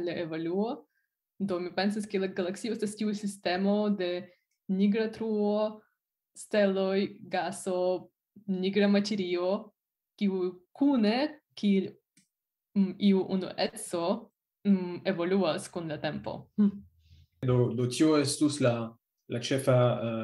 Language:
Esperanto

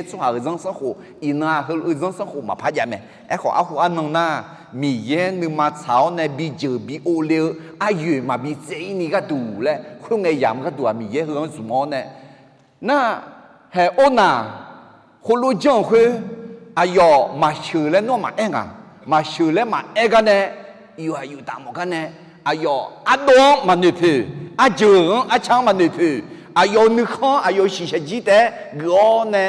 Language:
Akha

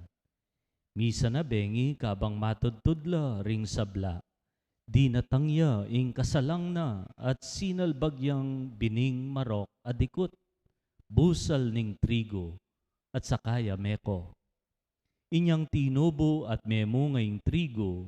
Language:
Pampanga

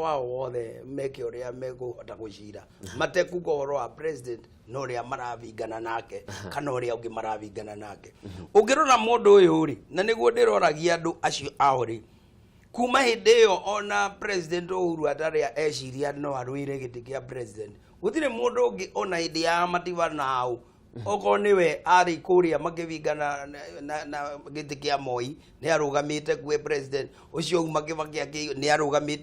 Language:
Kikuyu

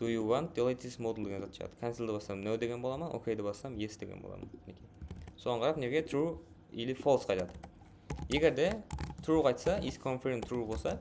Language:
Kara-Kalpak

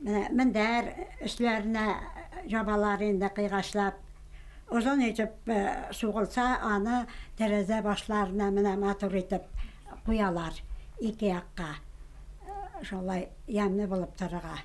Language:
Bashkir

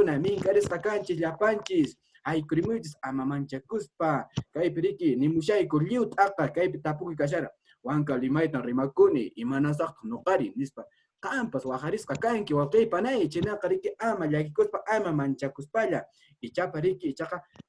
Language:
Quechua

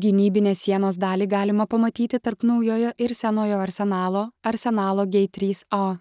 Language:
Lithuanian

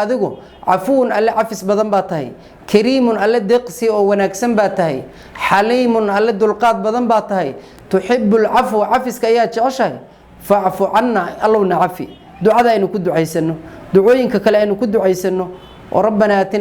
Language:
Somali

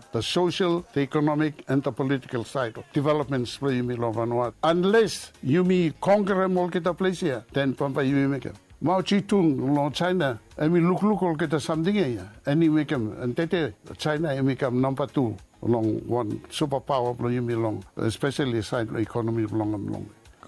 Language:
Bislama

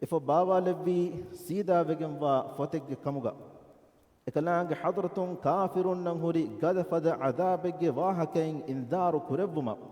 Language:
Divehi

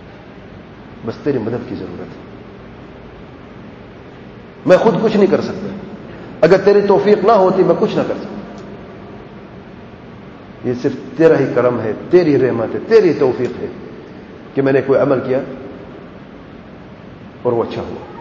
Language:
Urdu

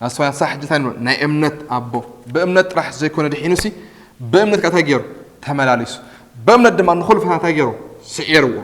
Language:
Tigrinya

